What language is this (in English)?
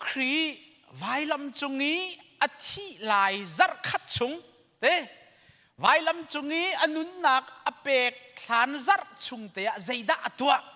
Hakha Chin